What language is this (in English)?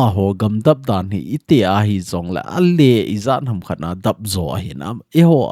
Thado Chin